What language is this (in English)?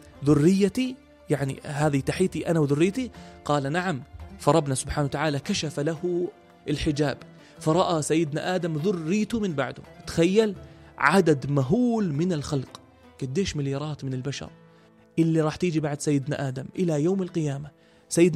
North Levantine Arabic